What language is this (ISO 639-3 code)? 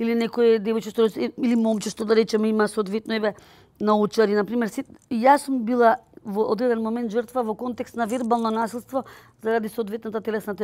mkd